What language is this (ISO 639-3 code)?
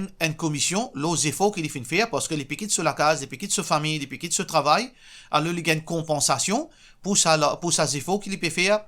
mfe